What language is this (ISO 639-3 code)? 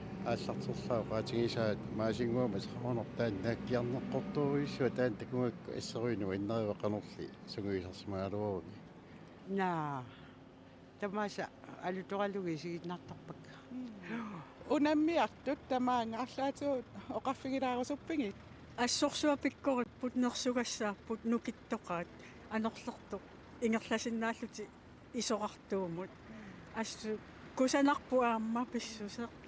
kal